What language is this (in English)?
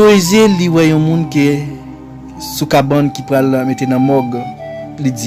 Haitian Creole